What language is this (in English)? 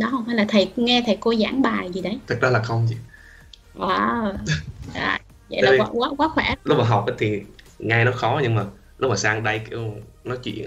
Vietnamese